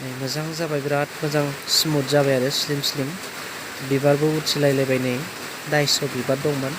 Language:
Bodo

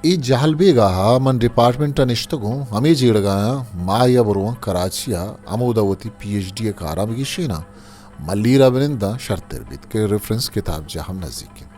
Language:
Eastern Balochi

